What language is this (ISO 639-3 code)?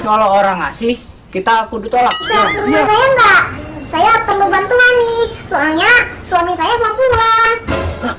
bew